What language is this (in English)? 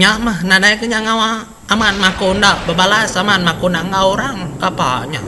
Iban